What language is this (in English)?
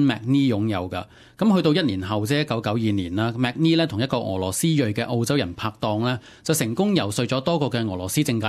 Cantonese